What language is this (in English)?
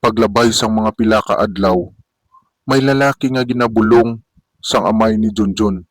Hiligaynon